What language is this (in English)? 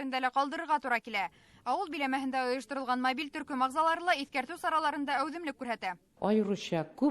Bashkir